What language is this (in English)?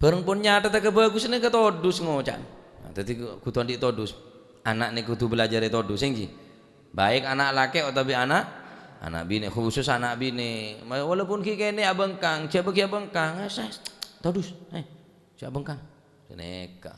Madurese